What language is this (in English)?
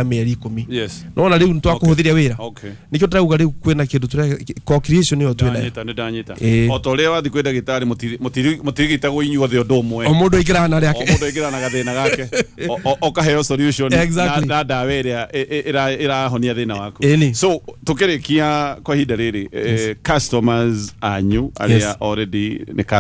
Kikuyu